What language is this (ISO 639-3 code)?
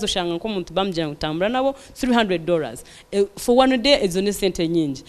nyn